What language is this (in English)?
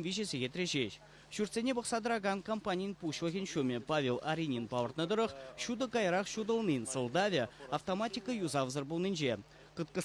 Chuvash